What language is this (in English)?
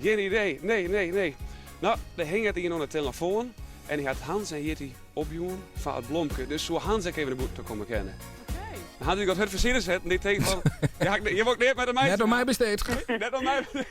Western Frisian